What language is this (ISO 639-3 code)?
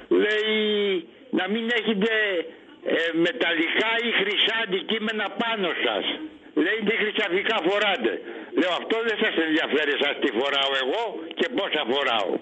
ell